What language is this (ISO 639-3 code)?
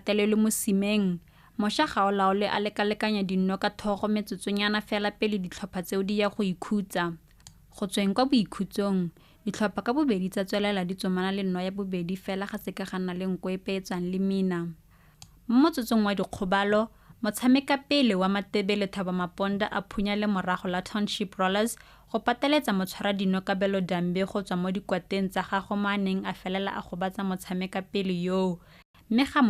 tsn